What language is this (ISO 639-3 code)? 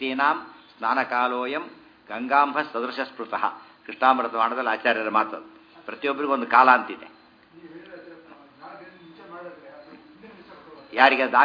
kan